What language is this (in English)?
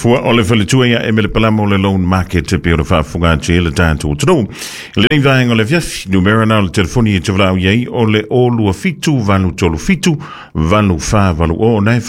Samoan